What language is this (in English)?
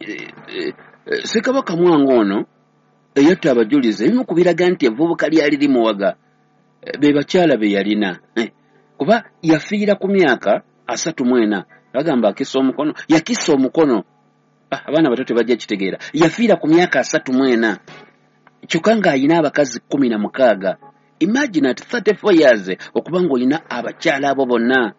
Ganda